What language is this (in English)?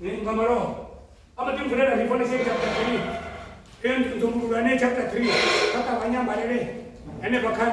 Venda